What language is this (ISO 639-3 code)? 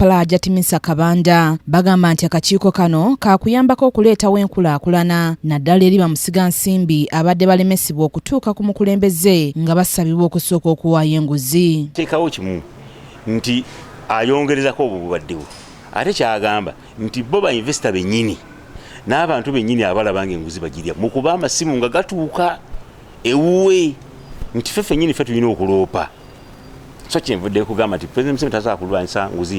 lug